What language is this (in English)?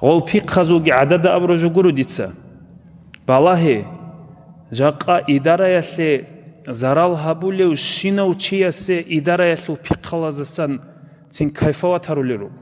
Avaric